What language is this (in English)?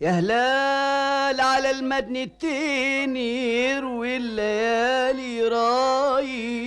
Egyptian Arabic